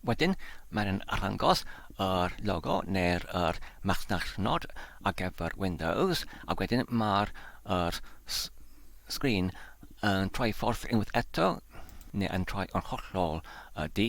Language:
Welsh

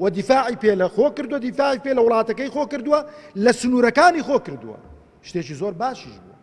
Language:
Central Kurdish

